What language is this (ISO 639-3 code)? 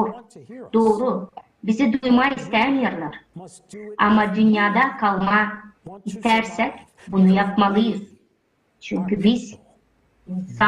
gag